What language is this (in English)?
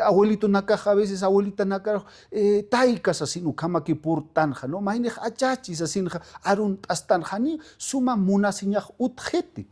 Aymara